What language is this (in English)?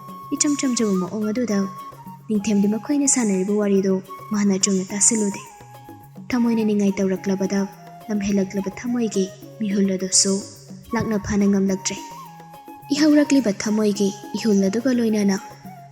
Manipuri